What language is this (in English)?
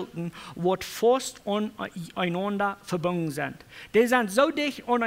Plautdietsch